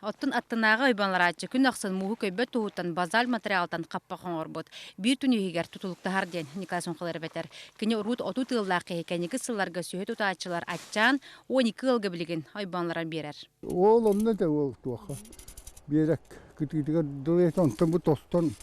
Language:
Yakut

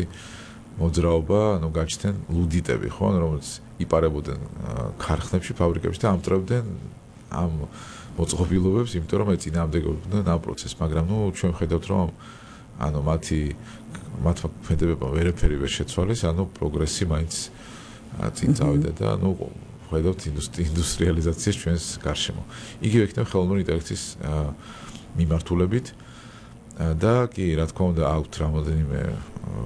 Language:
Georgian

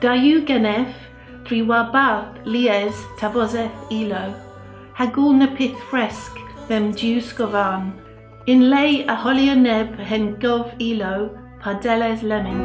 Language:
Cornish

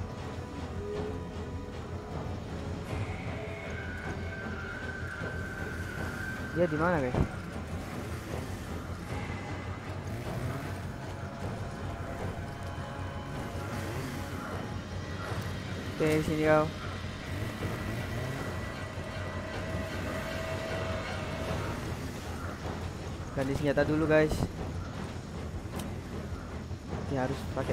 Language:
Indonesian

